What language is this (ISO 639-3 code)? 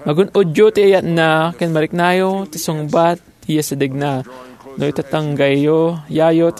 ilo